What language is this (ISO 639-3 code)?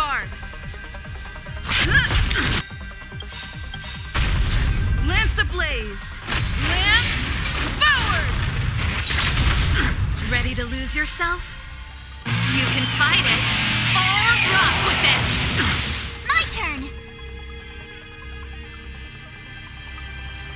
eng